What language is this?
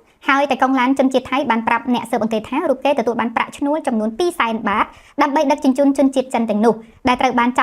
Khmer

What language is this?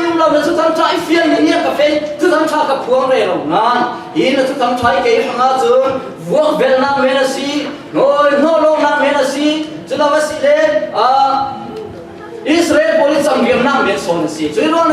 Falam Chin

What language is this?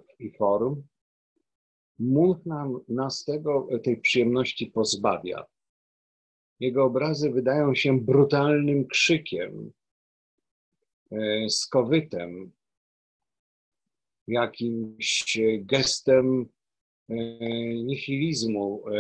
Polish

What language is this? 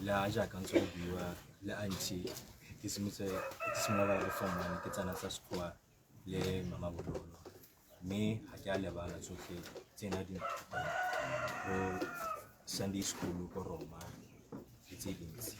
Tswana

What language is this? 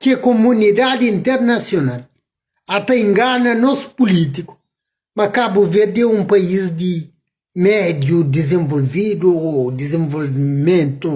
Kabuverdianu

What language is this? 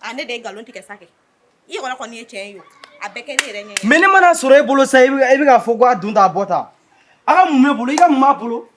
Bambara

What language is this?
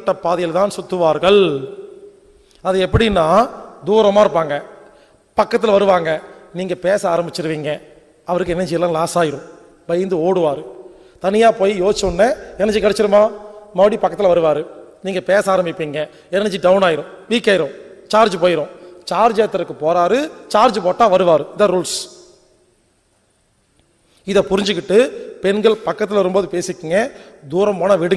Tamil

